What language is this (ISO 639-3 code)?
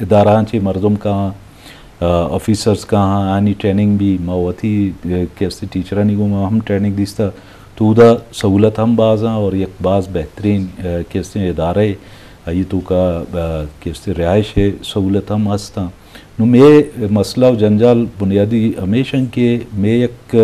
bgp